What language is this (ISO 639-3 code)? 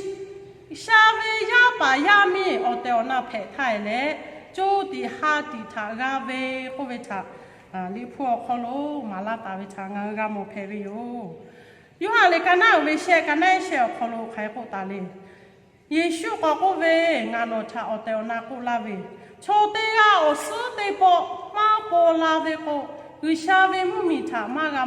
lhu